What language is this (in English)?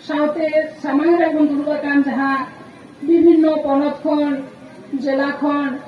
Santali